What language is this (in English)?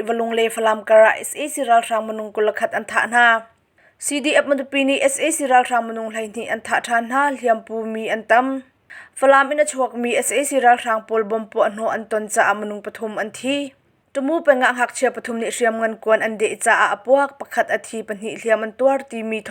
Hakha Chin